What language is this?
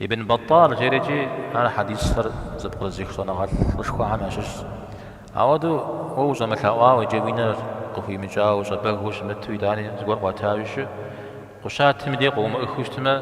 Kabardian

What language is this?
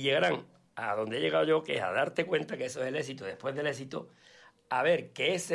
Spanish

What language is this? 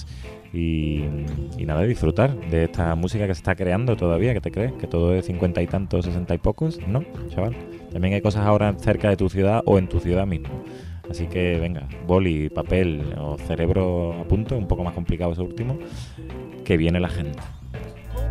Spanish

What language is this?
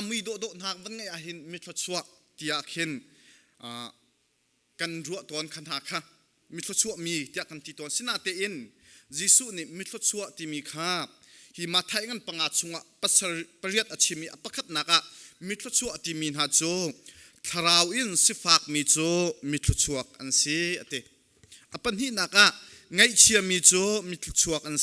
Hakha Chin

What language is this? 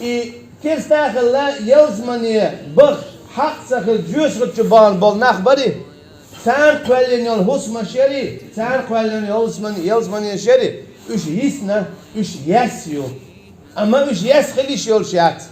Chechen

